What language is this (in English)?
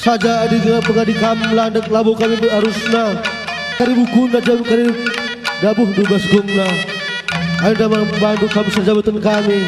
Batak Karo